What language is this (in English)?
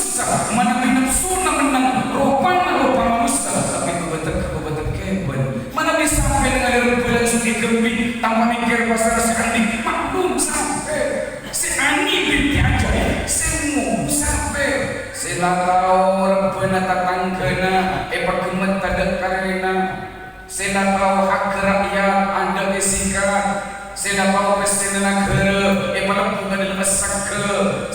Madurese